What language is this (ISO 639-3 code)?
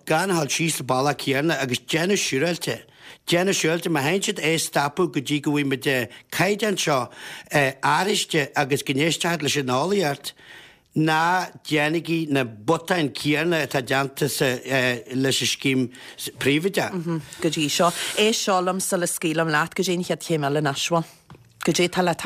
gle